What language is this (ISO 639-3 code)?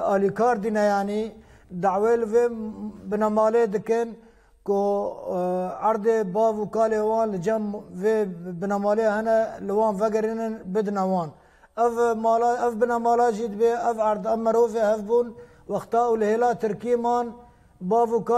kur